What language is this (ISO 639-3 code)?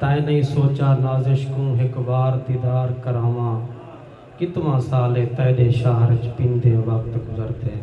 skr